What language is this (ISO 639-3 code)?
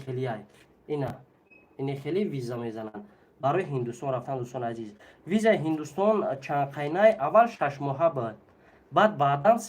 tgk